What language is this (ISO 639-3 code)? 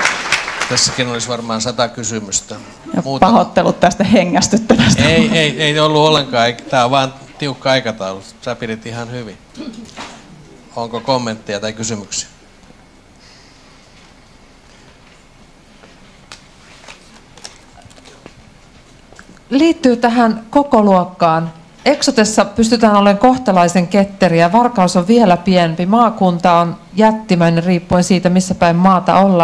fin